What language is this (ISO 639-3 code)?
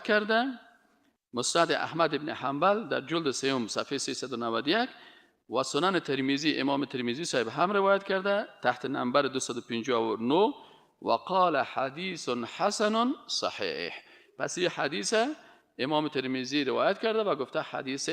fas